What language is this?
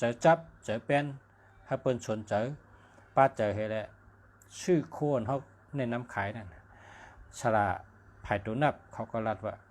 Shan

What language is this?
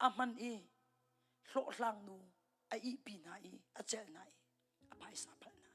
Hakha Chin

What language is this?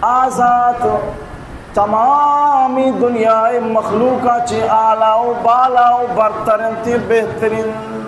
Baluchi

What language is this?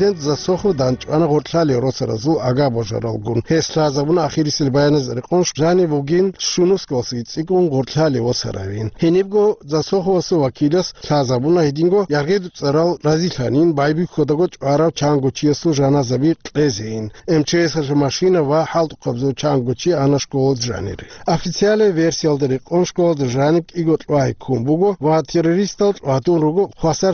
Avaric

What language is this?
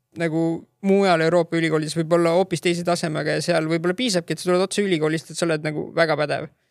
Estonian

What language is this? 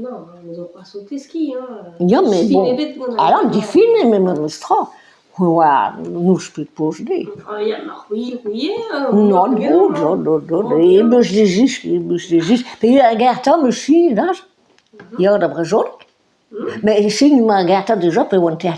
Breton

